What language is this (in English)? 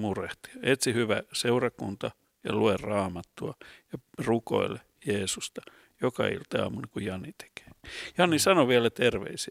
Finnish